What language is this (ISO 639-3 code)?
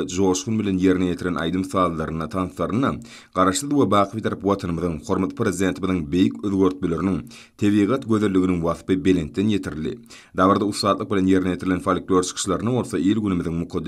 tuk